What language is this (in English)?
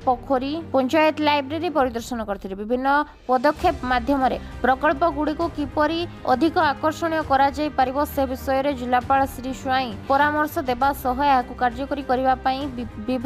Odia